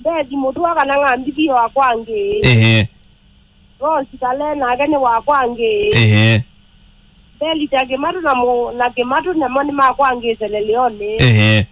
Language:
Kamba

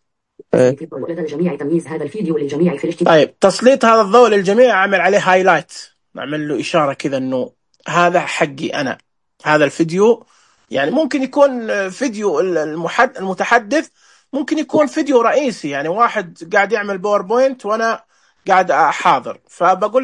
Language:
Najdi Arabic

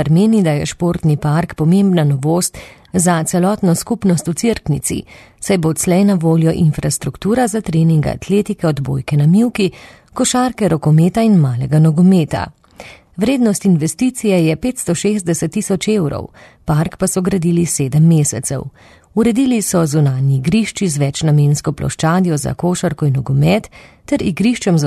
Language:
Slovenian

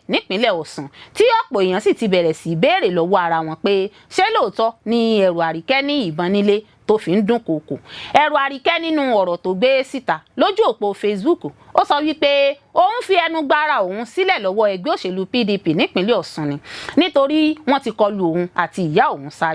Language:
Yoruba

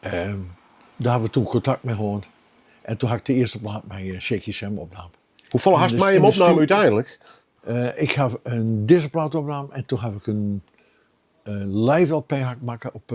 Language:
Western Frisian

